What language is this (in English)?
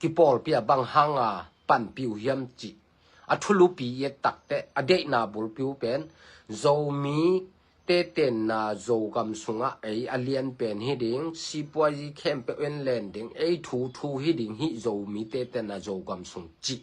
Tedim Chin